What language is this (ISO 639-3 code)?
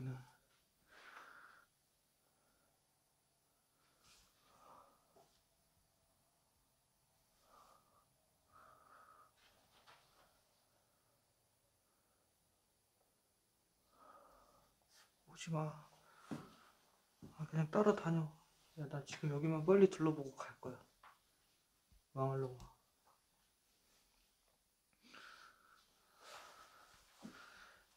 kor